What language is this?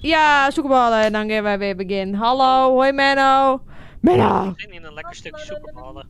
Western Frisian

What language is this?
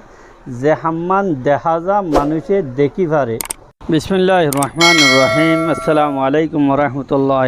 Rohingya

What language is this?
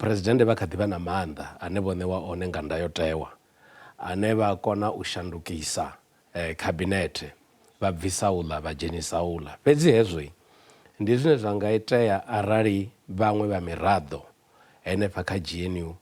Venda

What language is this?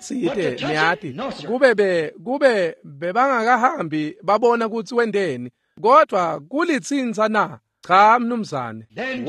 Swati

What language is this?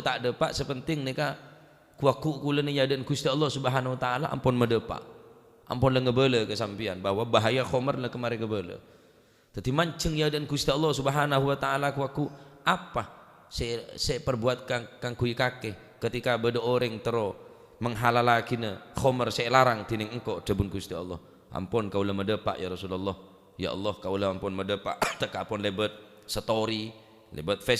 Madurese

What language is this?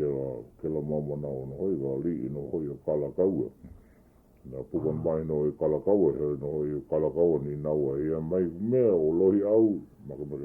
Hawaiian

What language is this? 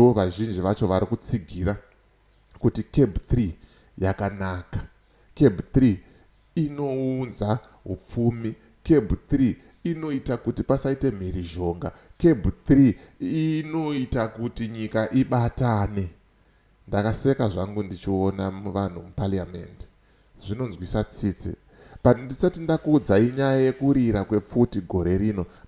Shona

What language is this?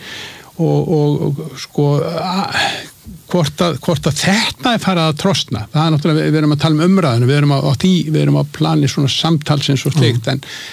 Icelandic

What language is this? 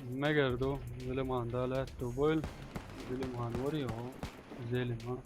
Chechen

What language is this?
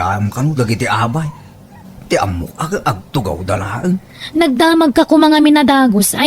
Iloko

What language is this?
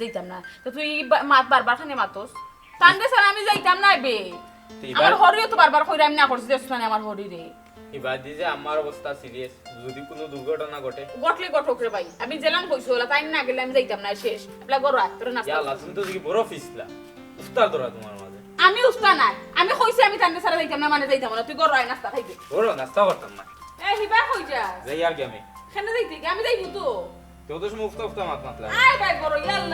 Sylheti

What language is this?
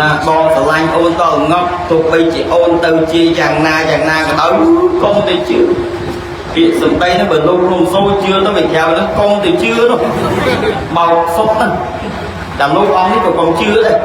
Khmer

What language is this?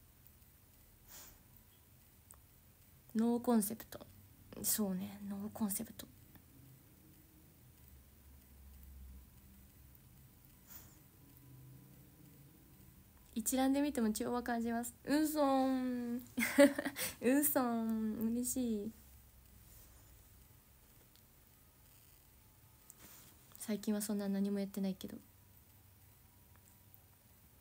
Japanese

